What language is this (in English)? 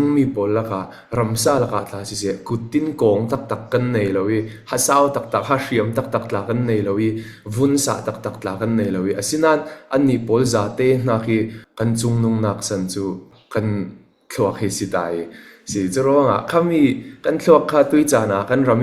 Falam Chin